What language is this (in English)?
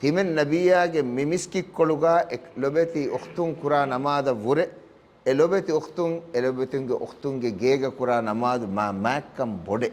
Divehi